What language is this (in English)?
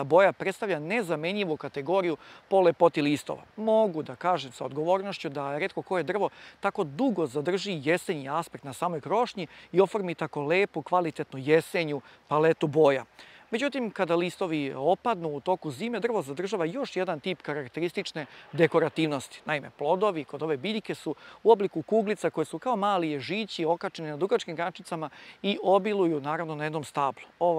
Serbian